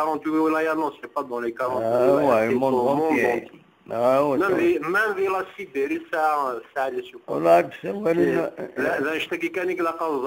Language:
Kabyle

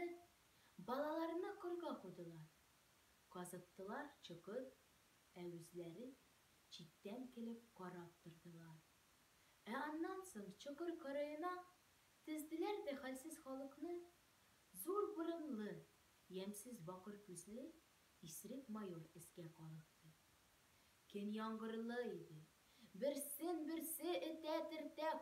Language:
Tatar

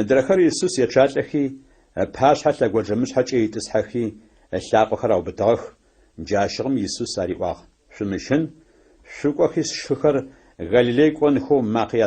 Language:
Adyghe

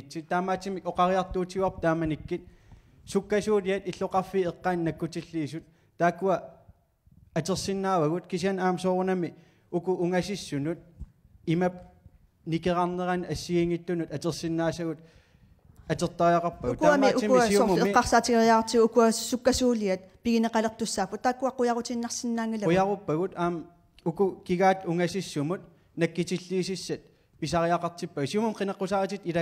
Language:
Kalaallisut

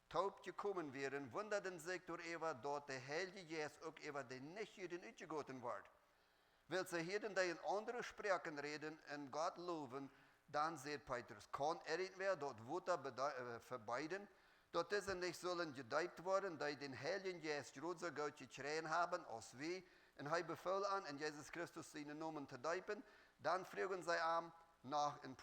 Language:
Plautdietsch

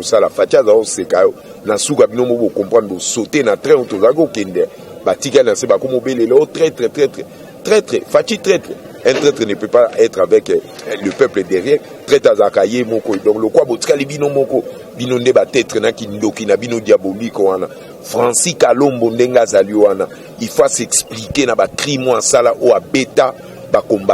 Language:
Lingala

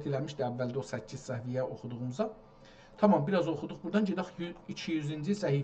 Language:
South Azerbaijani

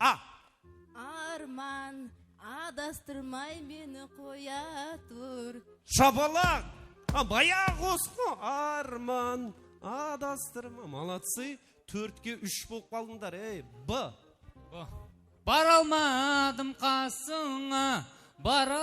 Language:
Kara-Kalpak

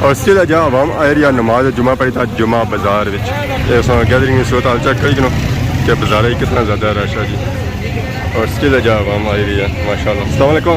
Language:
Pahari-Potwari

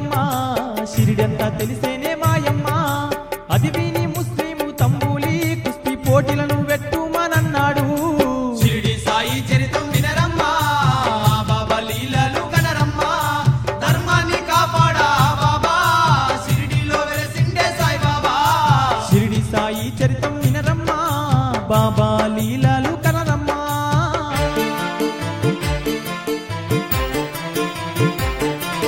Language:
Telugu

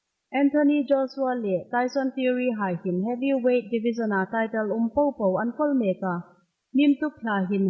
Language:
Hmar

